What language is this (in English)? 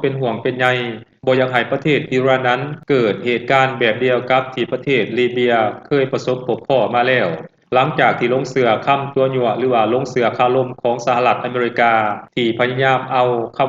Lao